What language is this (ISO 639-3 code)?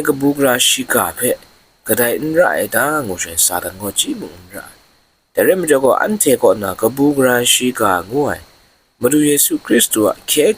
kac